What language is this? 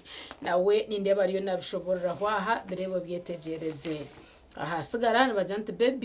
Nyankole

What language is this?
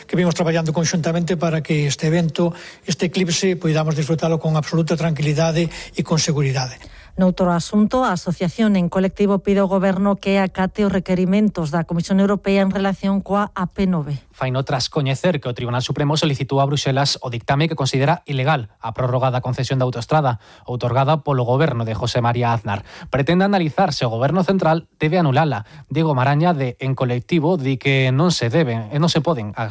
Galician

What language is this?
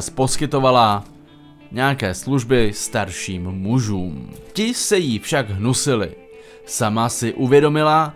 Czech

